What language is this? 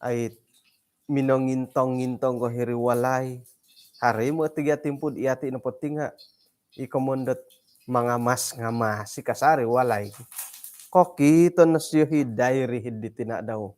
Central Dusun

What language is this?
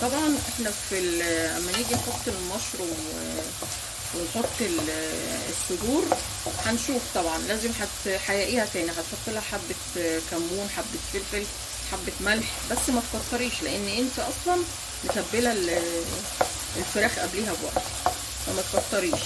Egyptian Arabic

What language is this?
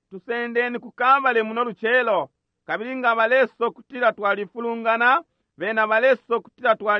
Bemba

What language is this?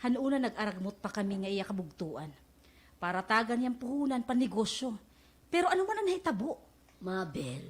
Waray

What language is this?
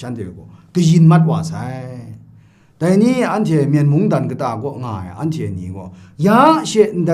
Kachin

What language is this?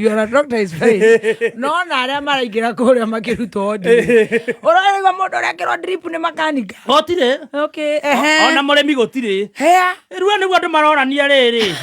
Kikuyu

